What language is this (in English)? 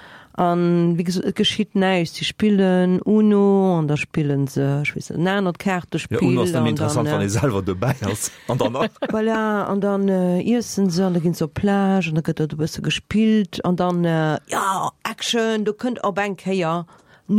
Luxembourgish